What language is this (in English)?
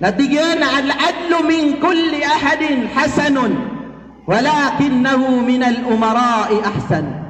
Maranao